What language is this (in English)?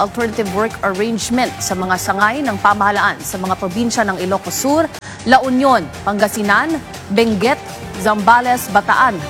Filipino